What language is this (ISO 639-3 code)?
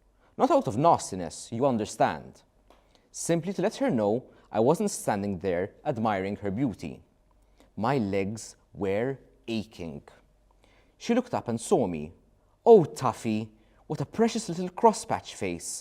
eng